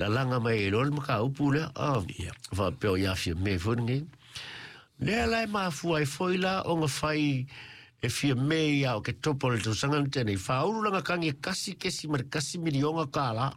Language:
Samoan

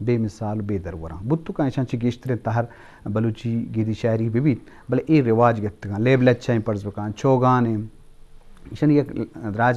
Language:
Eastern Balochi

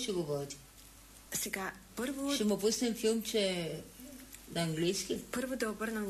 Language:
Bulgarian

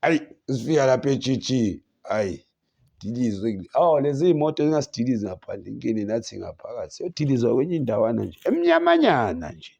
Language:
Zulu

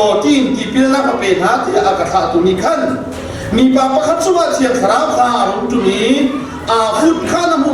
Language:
Hakha Chin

